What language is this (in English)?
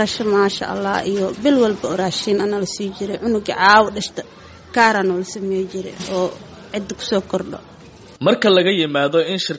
Somali